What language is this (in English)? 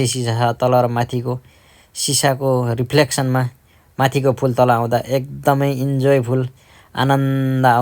Nepali